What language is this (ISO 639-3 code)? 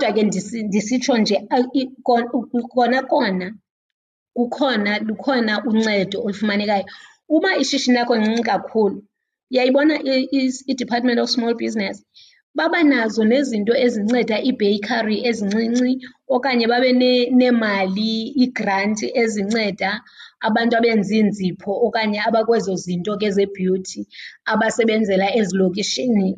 xho